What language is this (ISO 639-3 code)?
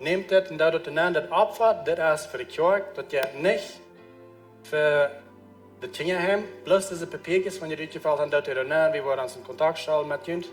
pdt